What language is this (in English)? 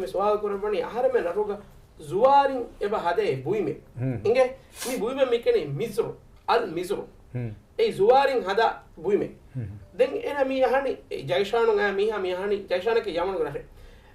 Divehi